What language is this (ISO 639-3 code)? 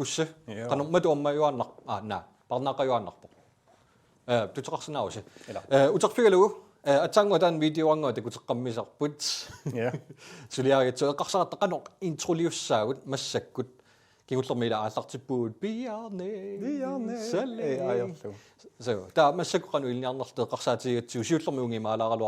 kal